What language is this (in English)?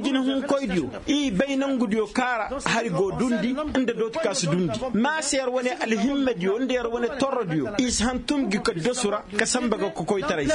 Koyraboro Senni